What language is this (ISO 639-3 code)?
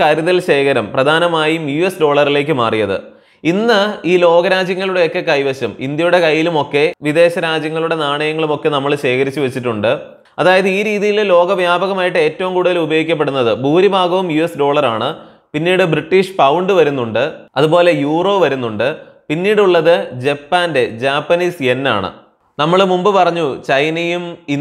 mal